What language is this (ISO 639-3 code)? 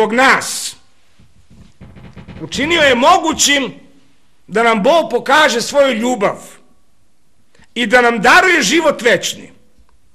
srp